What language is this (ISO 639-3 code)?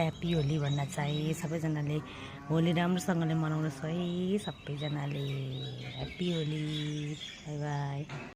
nep